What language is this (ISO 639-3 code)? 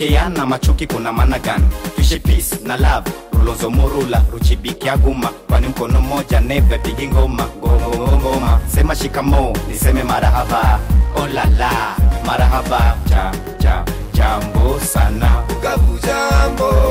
swa